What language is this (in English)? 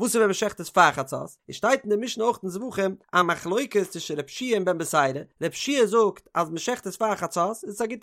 Yiddish